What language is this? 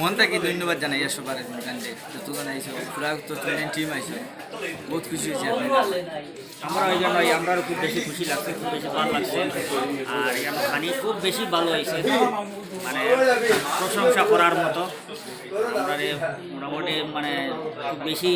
Sylheti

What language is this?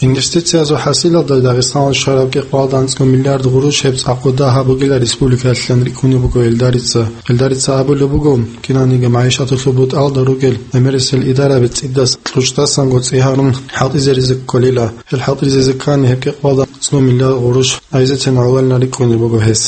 Avaric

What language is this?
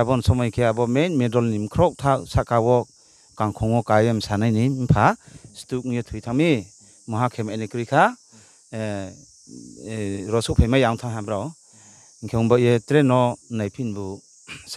Riang (India)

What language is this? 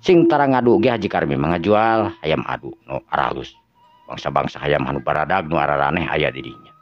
Sundanese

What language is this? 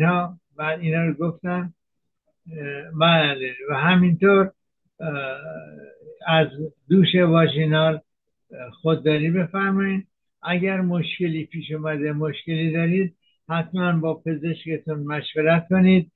Persian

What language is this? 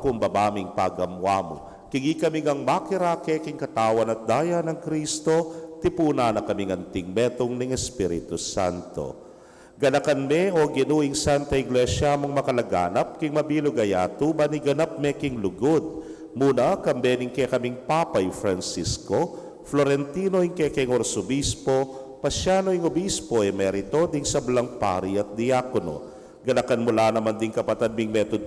Pampanga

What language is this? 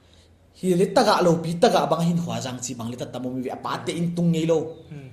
Paite Chin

